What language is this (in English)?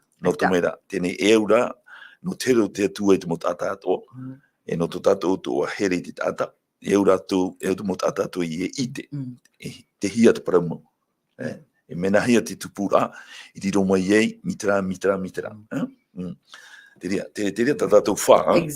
Tahitian